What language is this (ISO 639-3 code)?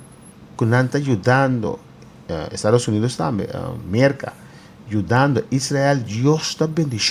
pap